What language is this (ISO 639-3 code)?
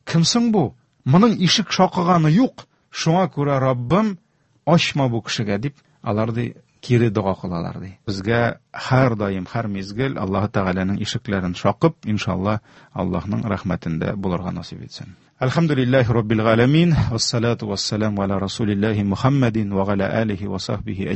tat